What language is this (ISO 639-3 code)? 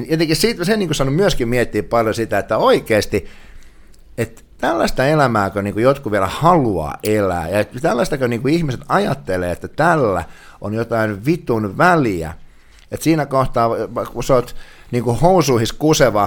fin